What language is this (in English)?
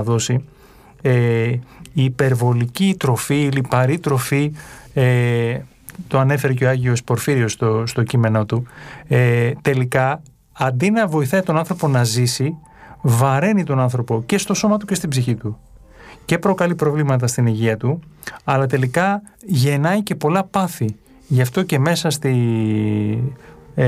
Greek